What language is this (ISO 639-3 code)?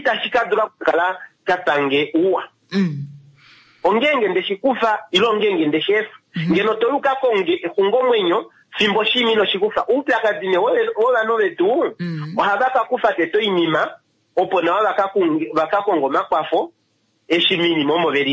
kua